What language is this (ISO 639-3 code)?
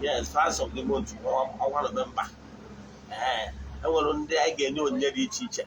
ibo